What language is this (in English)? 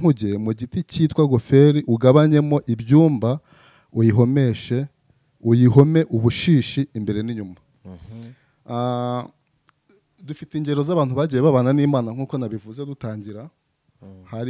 Kinyarwanda